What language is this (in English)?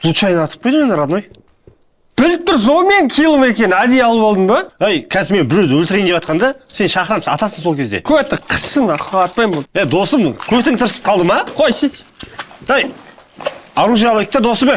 Kazakh